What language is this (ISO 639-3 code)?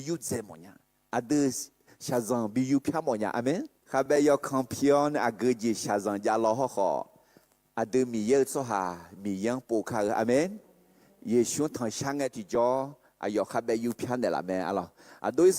ahk